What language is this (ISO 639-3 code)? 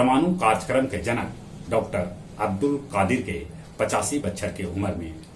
mag